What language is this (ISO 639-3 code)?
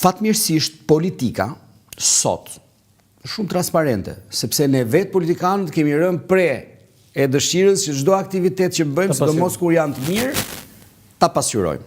sqi